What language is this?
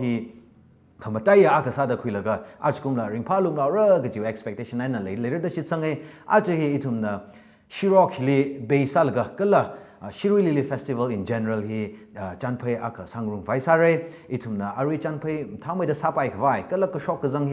Tangkhul Naga (India)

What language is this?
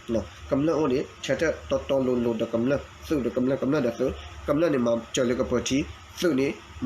S'gaw Karen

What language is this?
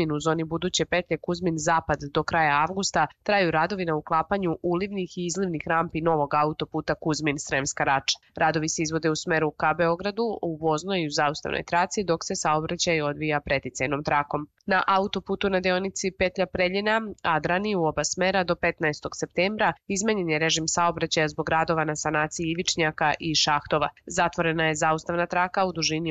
Serbian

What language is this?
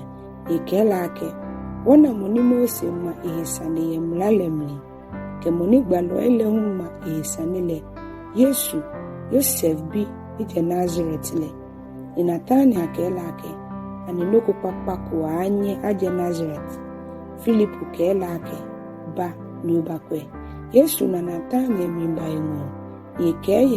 Ga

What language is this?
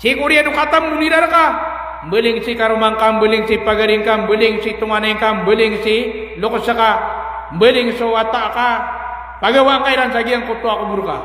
Maranao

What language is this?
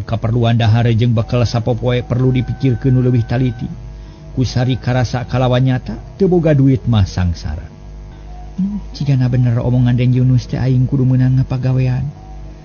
Sundanese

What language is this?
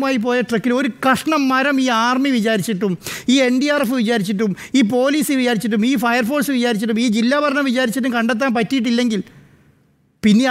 Malayalam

